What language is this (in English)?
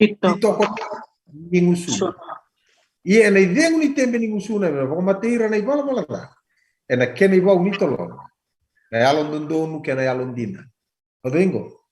Fijian